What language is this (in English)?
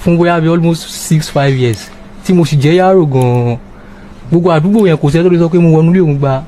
Yoruba